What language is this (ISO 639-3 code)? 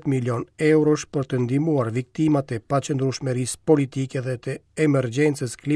sqi